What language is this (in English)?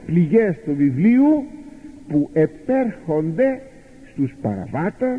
Greek